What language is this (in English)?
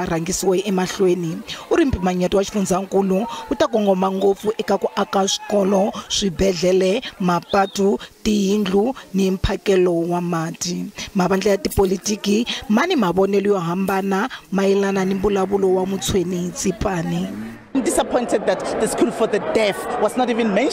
Tsonga